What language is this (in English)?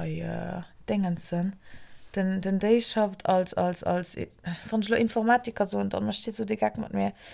Luxembourgish